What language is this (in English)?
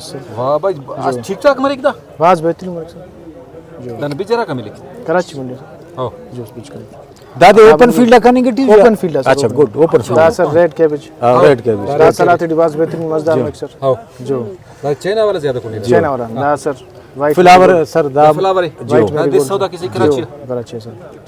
Brahui